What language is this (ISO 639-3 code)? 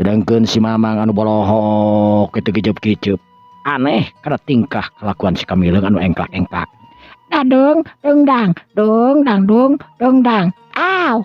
sun